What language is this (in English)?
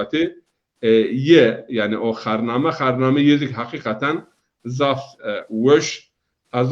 Zaza